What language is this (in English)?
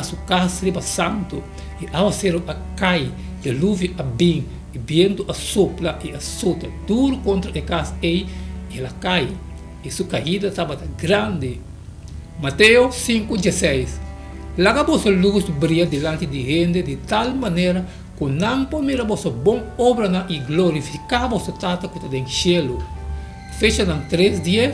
Papiamento